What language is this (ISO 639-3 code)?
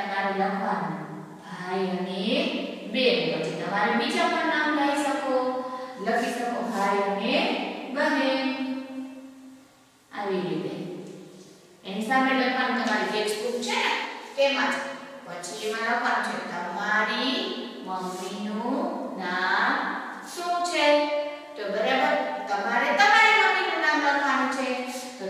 guj